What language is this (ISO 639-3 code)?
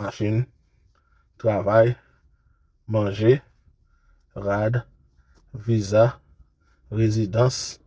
hat